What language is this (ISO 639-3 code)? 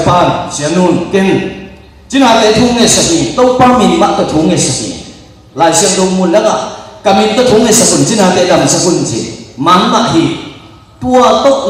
ctd